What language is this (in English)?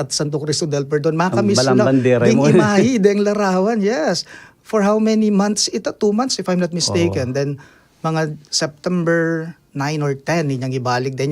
Pampanga